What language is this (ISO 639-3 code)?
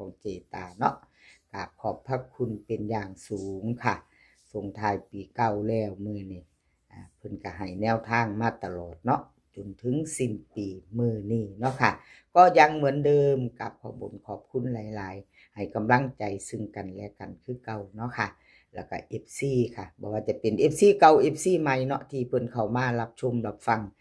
tts